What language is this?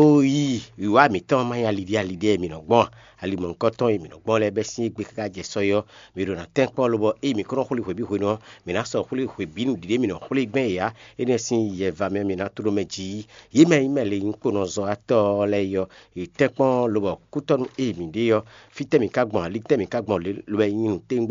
Fon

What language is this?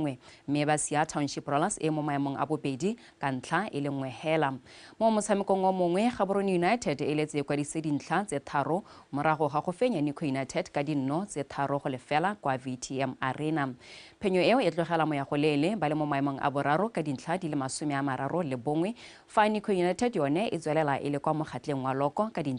Tswana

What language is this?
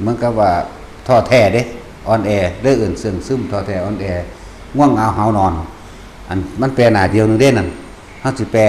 Northeastern Thai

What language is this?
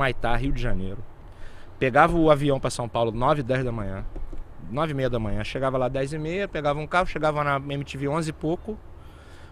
Portuguese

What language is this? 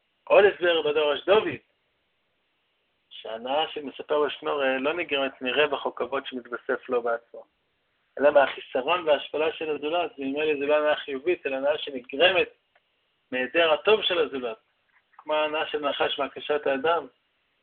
Hebrew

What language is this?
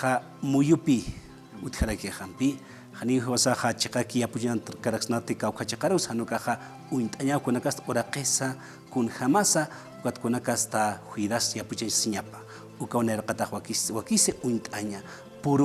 Aymara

